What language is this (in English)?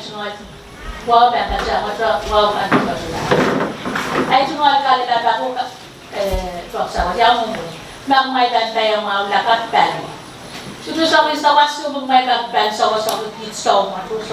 Pohnpeian